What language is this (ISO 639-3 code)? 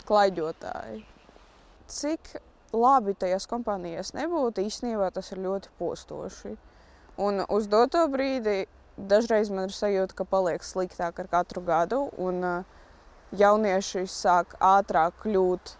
lav